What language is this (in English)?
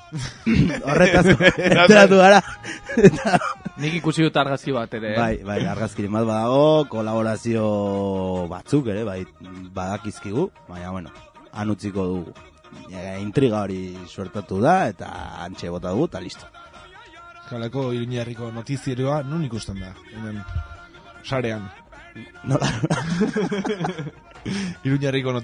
Basque